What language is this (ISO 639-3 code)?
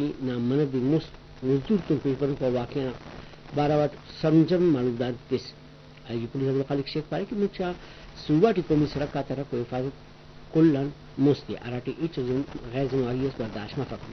brh